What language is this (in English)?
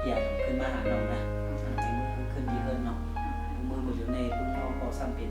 Shan